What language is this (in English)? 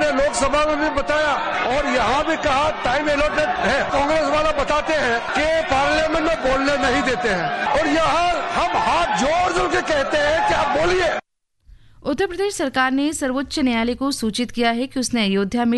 Hindi